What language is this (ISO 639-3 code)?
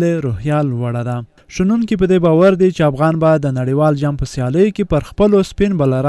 pus